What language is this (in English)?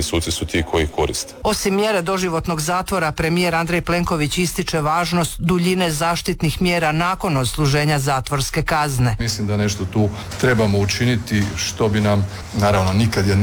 Croatian